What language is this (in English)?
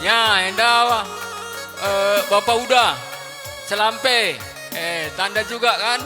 Batak Karo